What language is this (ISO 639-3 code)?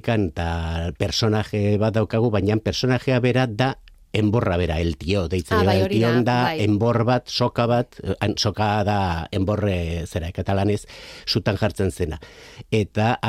eus